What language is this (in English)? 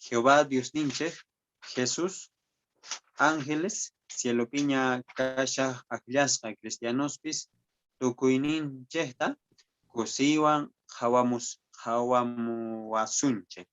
Quechua